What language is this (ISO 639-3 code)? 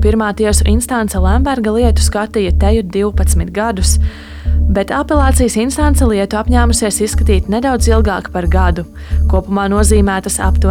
lav